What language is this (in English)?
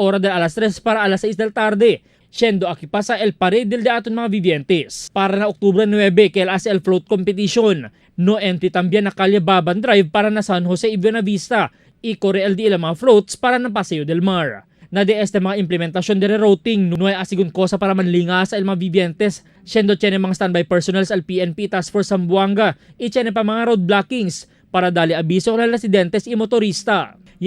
Chavacano